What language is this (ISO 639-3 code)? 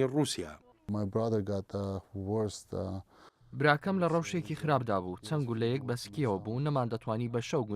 ckb